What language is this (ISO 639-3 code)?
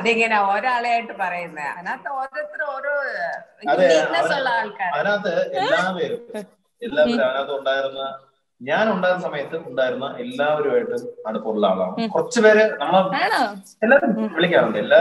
mal